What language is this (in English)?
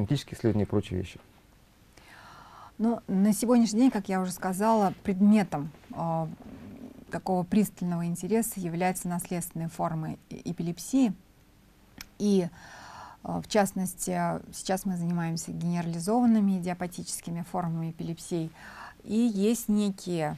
Russian